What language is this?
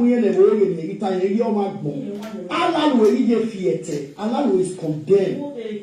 Nigerian Pidgin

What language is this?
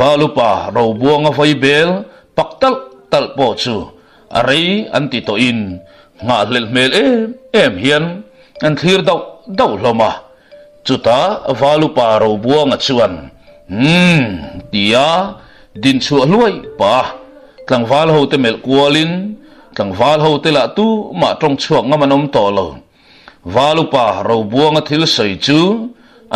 Mizo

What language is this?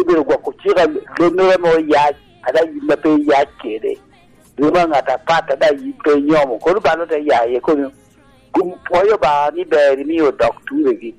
Lango (Uganda)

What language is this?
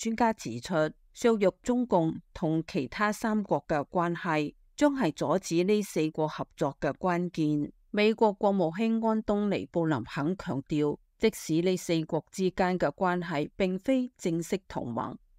Cantonese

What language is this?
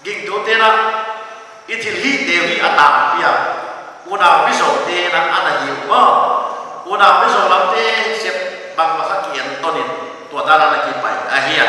Paite Chin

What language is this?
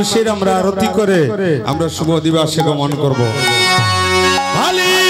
Bangla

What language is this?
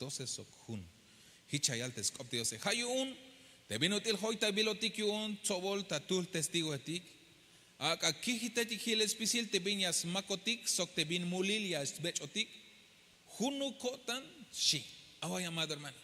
Tzeltal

